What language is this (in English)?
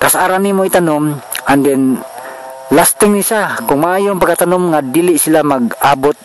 Cebuano